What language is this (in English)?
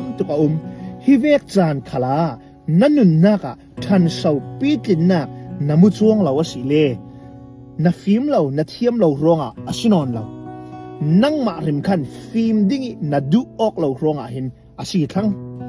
Hakha Chin